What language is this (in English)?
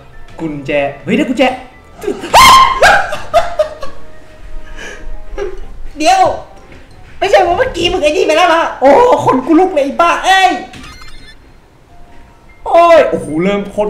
Thai